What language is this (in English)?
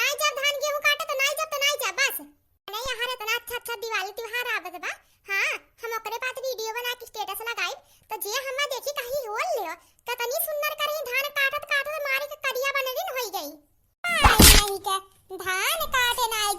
Awadhi